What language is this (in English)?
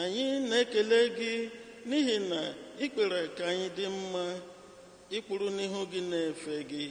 Igbo